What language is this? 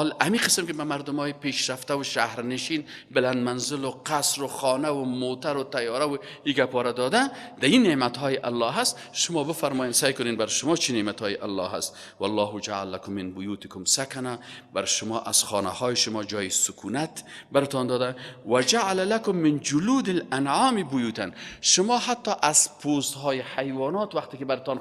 Persian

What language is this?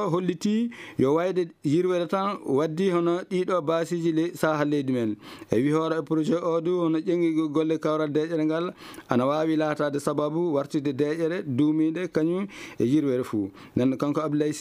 Fula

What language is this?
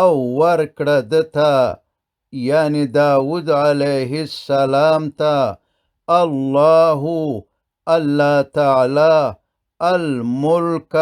Pashto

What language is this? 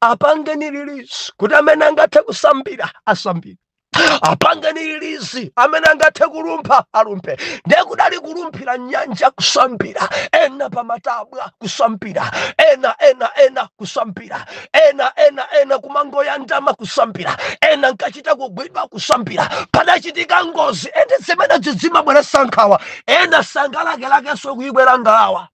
Nyanja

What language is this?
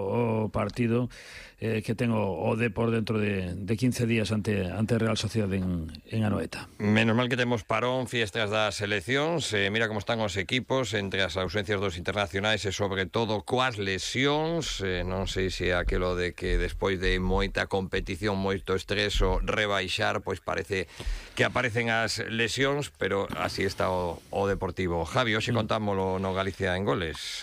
Galician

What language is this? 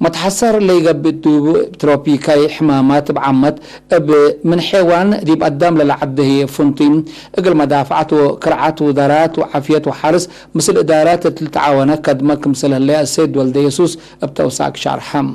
Tigre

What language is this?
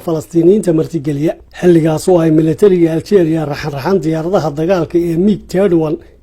Somali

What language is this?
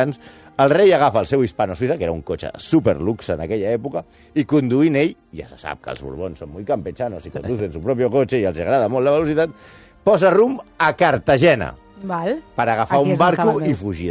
Catalan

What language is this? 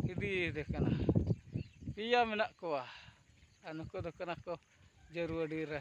Santali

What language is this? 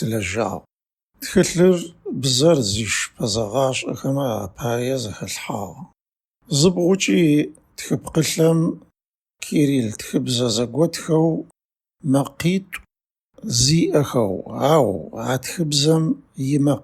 Adyghe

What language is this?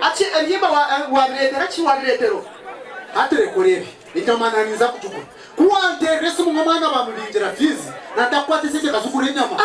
Nyankole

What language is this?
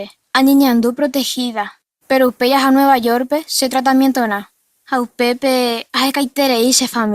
Guarani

